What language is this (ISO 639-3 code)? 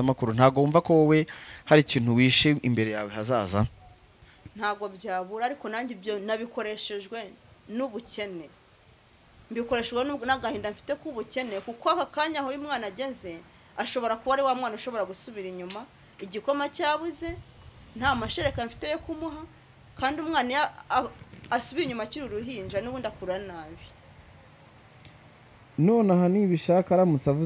kin